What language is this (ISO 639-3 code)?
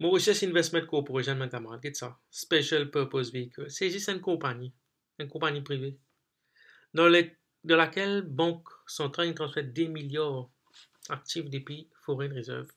mfe